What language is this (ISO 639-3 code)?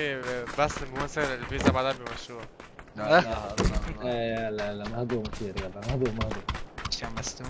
apc